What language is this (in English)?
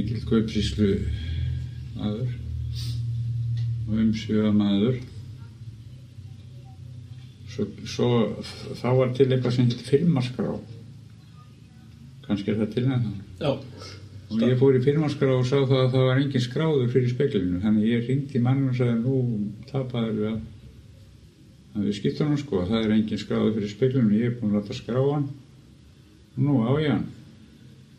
Icelandic